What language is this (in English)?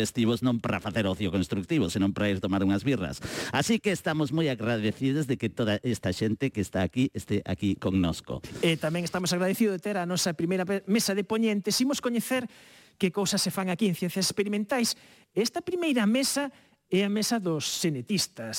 Galician